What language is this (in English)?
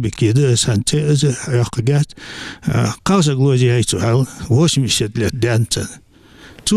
Ingush